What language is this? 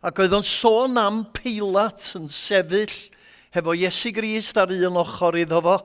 Welsh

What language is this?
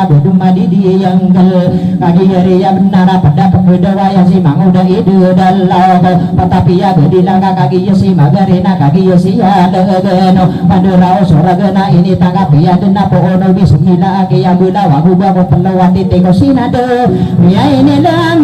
Maranao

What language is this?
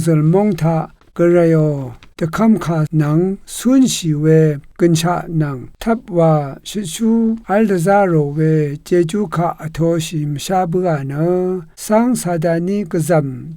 Rawang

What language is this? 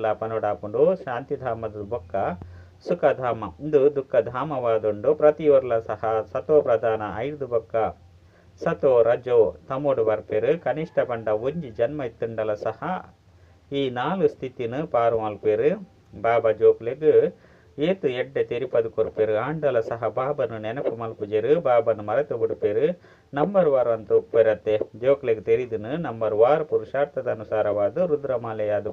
Tulu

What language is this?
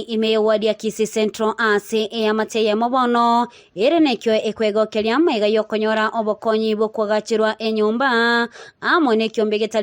Gusii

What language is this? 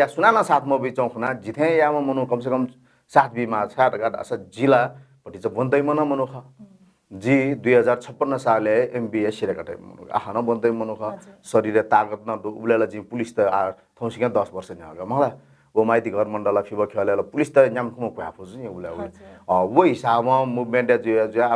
Newari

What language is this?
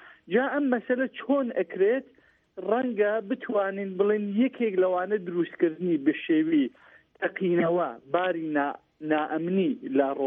Central Kurdish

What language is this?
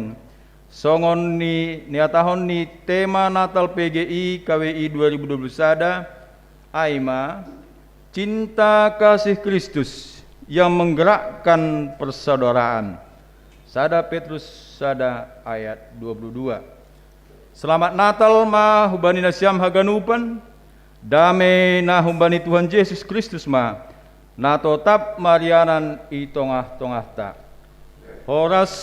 Batak Simalungun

